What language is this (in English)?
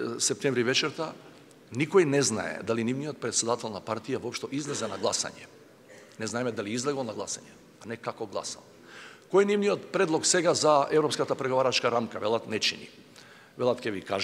Macedonian